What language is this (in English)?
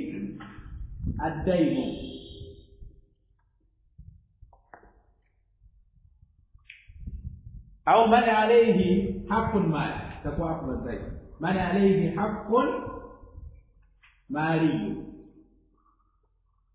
Swahili